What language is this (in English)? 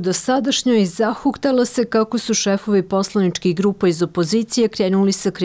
Serbian